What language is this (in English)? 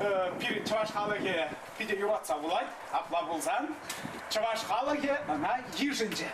Chuvash